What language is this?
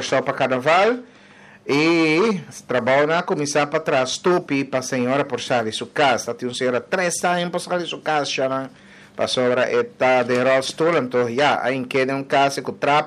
Papiamento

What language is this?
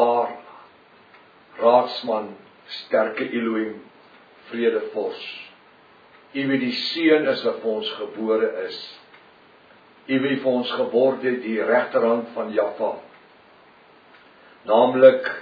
Afrikaans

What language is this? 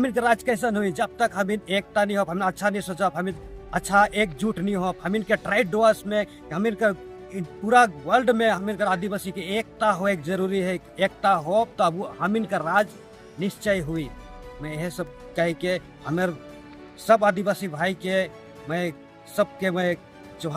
Sadri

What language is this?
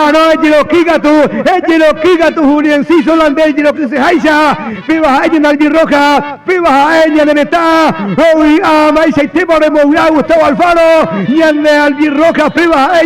Guarani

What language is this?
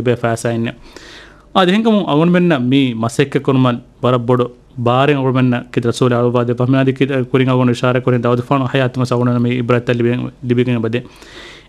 Divehi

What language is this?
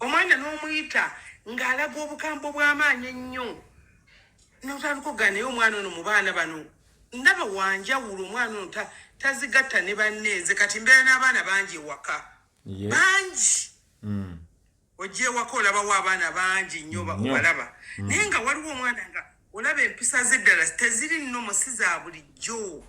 Ganda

